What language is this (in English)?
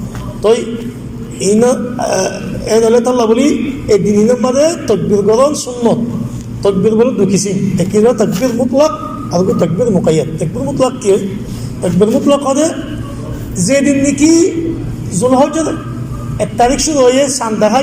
Rohingya